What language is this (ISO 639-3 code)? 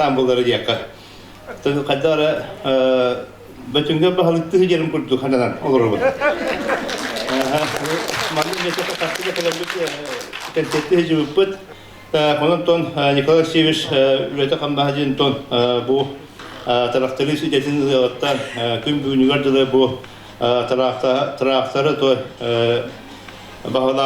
sah